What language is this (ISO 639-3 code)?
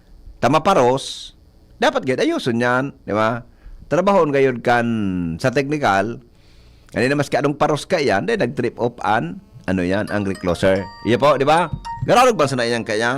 bik